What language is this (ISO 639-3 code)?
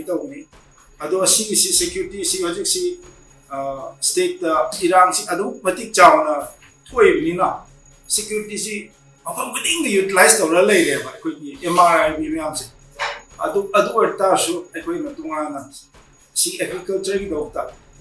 mni